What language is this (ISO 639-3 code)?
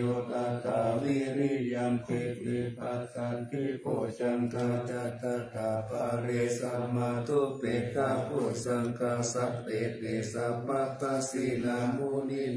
pli